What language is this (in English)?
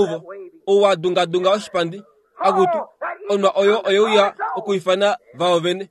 Kuanyama